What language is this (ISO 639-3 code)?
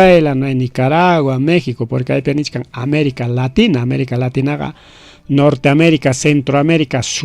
quy